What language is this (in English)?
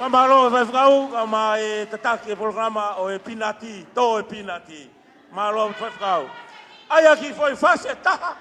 Tongan